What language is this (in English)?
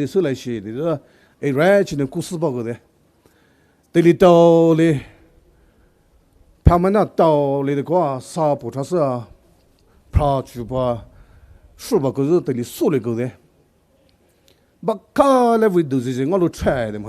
Poumei Naga